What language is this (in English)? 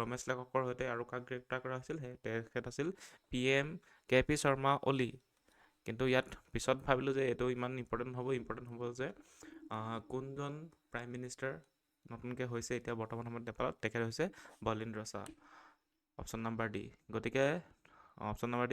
Assamese